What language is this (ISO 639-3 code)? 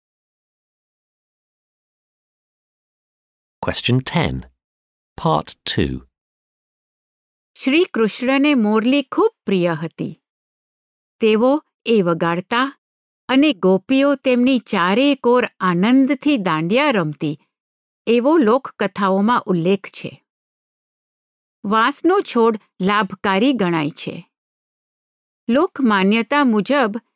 guj